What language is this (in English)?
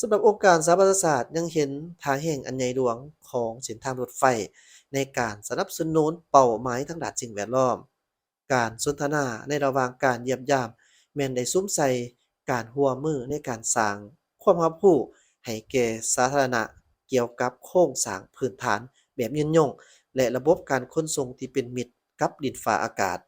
Lao